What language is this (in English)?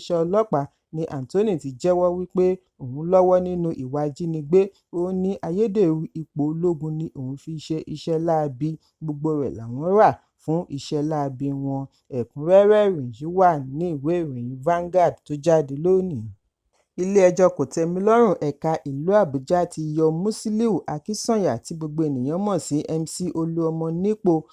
Yoruba